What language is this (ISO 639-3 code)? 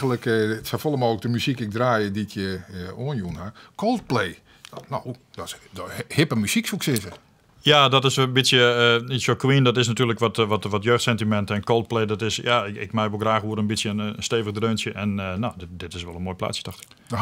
fry